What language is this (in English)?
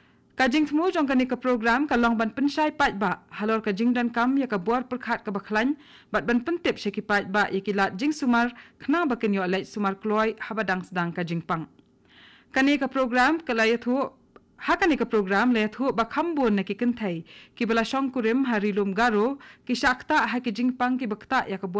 Khasi